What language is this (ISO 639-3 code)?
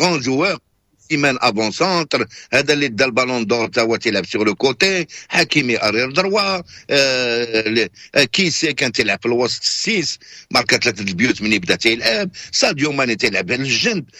ary